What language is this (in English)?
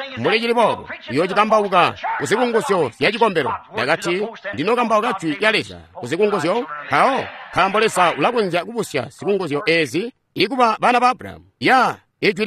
Tonga (Zambia)